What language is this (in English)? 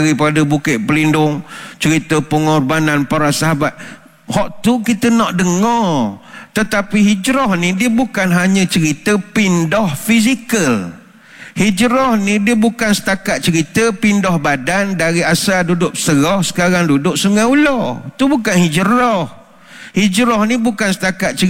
Malay